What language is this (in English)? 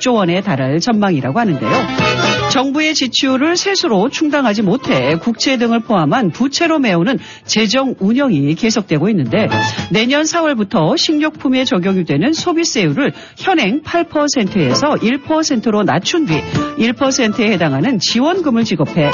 Korean